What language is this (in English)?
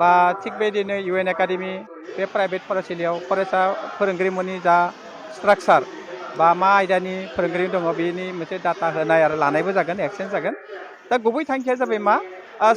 Bodo